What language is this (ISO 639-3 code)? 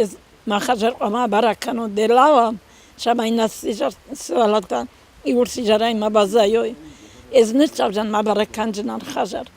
oss